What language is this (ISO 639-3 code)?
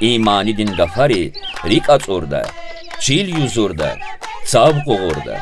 lez